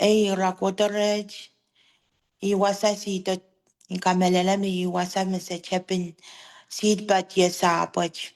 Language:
Pohnpeian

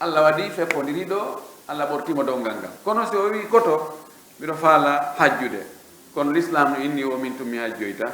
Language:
Fula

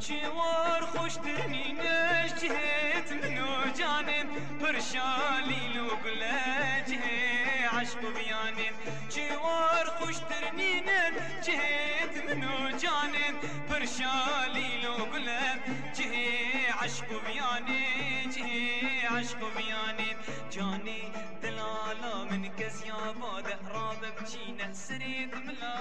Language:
Kurdish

